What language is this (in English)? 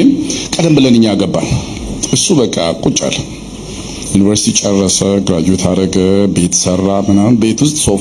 Amharic